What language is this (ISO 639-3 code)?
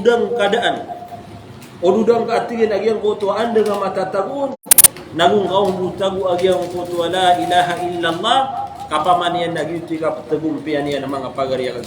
mrw